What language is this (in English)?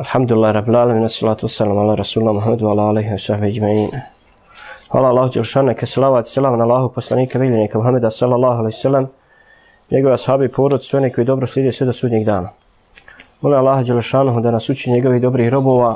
Bosnian